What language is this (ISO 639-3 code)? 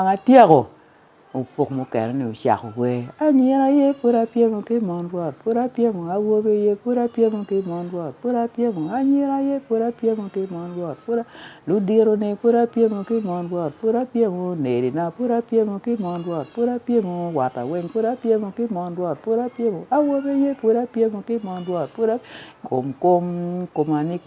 ach